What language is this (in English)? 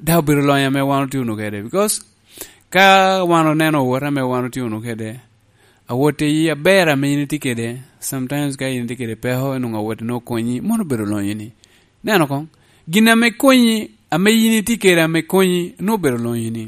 Lango (Uganda)